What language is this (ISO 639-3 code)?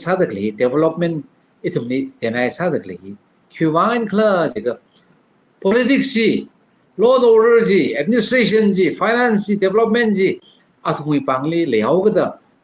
nmf